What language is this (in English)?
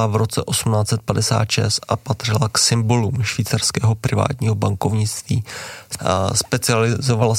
Czech